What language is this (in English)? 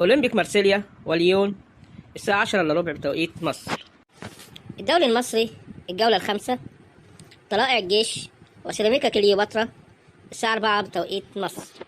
Egyptian Arabic